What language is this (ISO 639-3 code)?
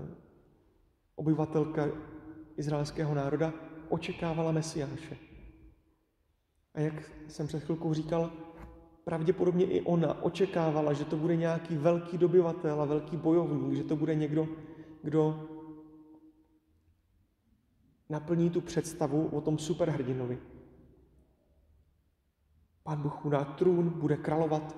ces